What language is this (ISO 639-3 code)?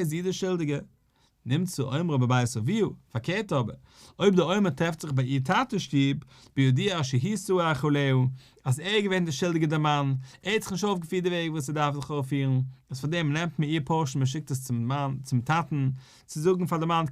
yid